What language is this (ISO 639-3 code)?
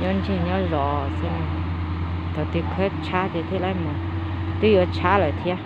hmn